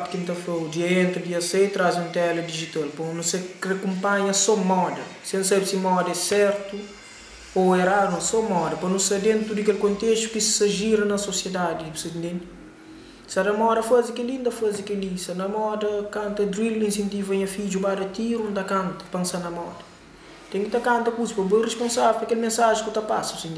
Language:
Kabuverdianu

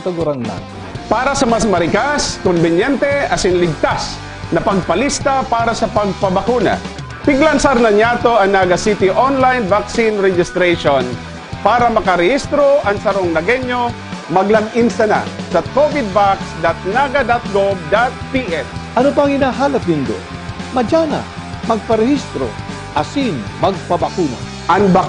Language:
Bikol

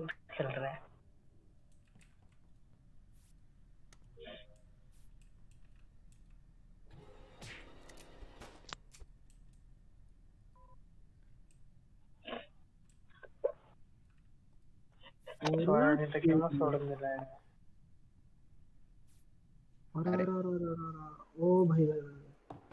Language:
Marathi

